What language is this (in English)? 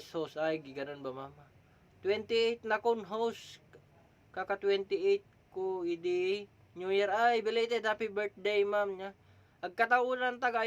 Iloko